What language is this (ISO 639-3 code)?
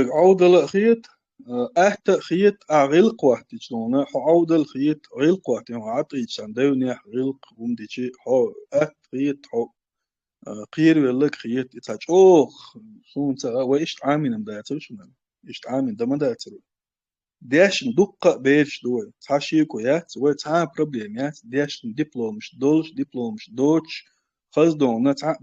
che